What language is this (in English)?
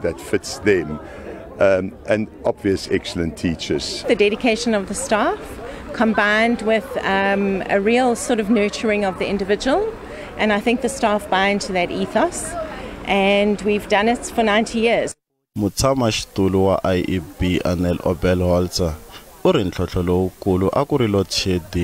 Tsonga